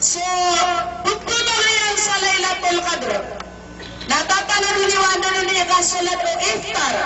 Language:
Maranao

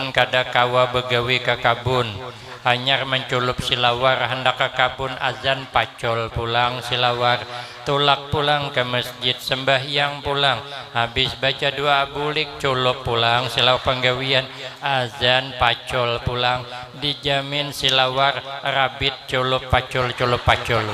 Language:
Banjar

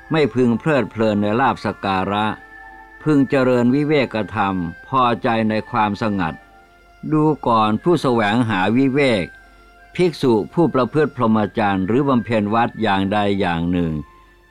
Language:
Thai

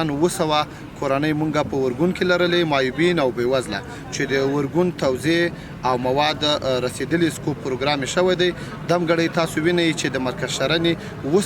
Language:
Pashto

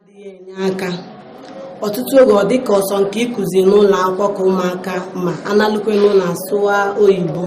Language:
Igbo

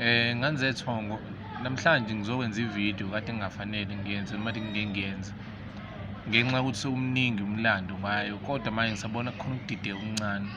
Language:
Zulu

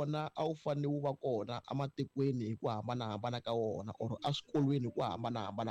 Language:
Tsonga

